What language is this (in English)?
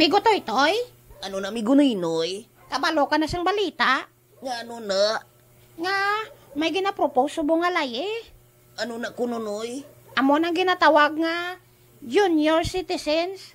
Hiligaynon